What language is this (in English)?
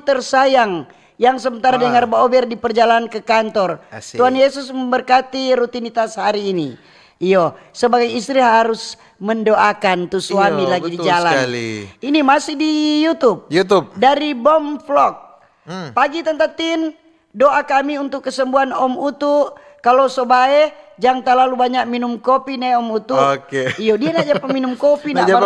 Manado Malay